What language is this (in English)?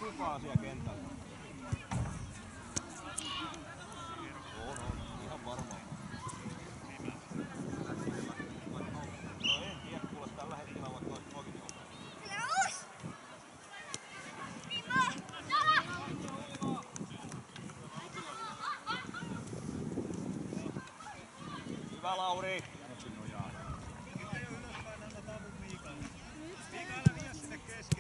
Finnish